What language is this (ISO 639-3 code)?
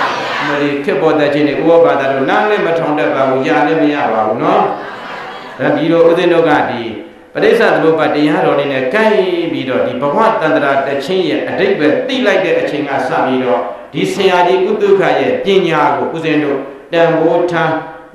mya